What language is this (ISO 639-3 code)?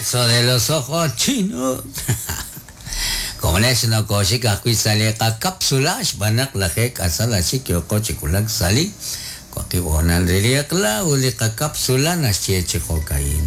kek